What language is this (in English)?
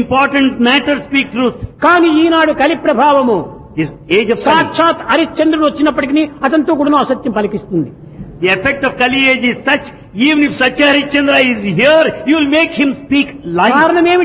Telugu